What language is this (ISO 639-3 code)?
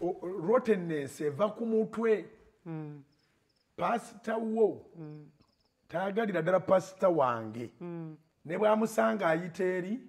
lug